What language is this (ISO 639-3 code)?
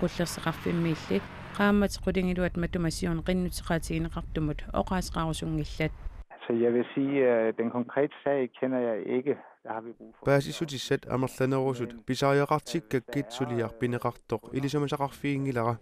kal